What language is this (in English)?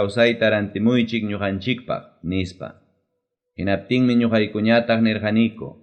Ayacucho Quechua